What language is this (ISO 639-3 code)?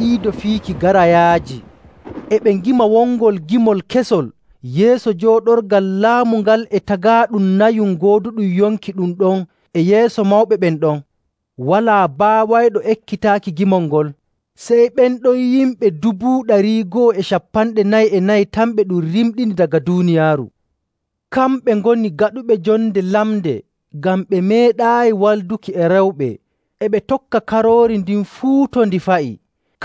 fuv